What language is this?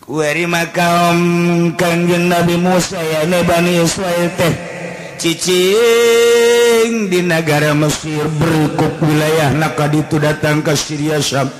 Sundanese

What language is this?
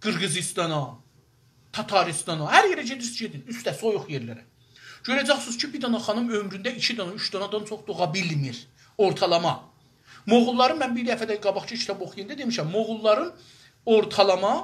South Azerbaijani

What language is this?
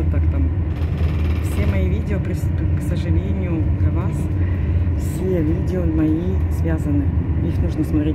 Russian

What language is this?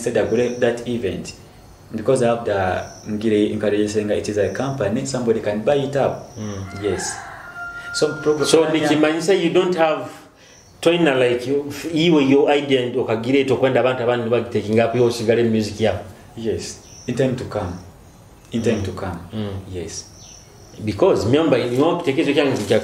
Nyoro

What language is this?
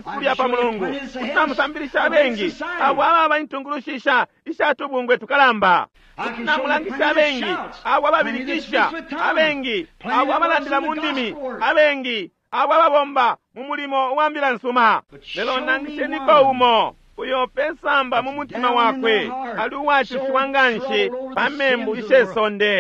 Bemba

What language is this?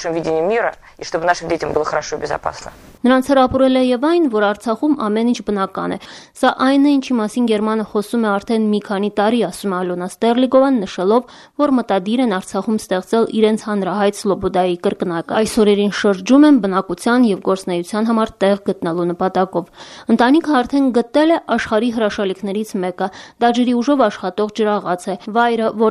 Armenian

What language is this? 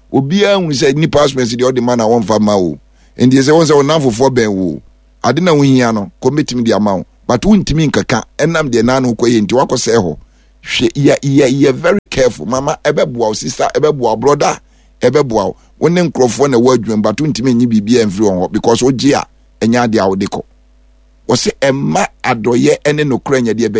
Akan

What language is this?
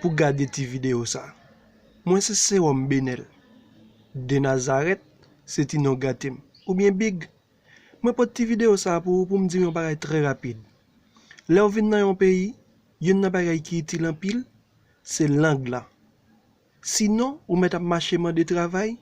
Haitian Creole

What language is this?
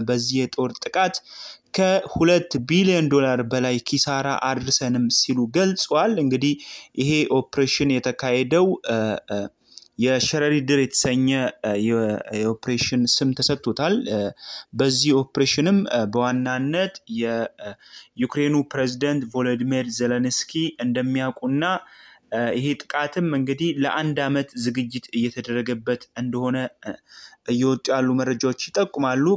Amharic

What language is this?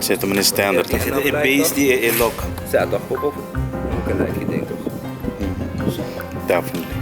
Papiamento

